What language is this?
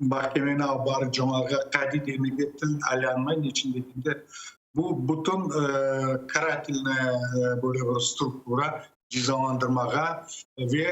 Crimean Tatar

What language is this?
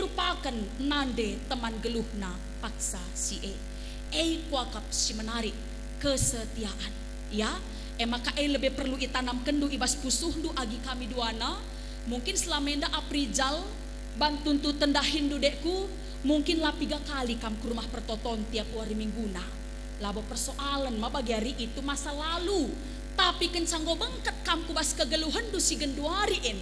Batak Karo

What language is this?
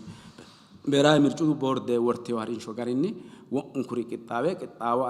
Sidamo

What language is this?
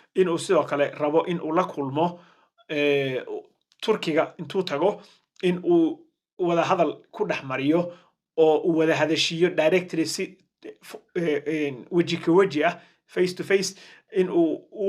Somali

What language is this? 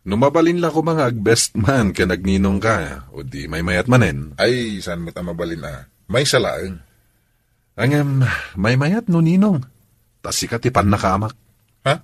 Iloko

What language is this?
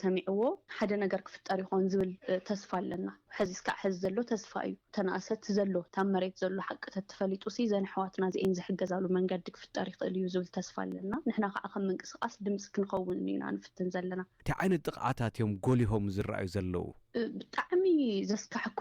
Tigrinya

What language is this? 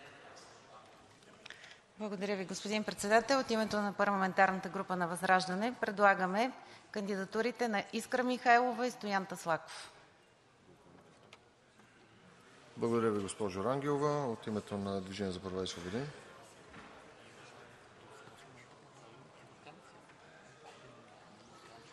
Bulgarian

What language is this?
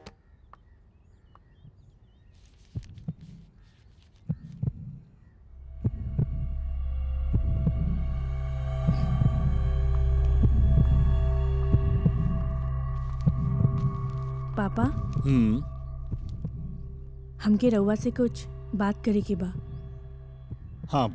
Bhojpuri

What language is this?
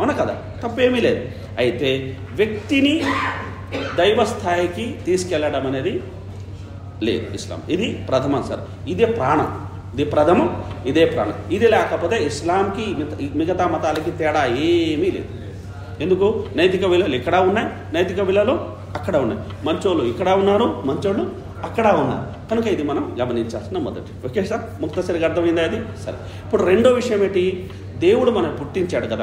Telugu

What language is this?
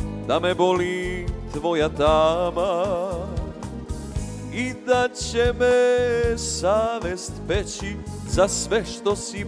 Bosnian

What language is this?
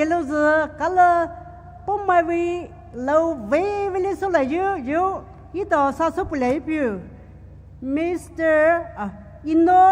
Poumei Naga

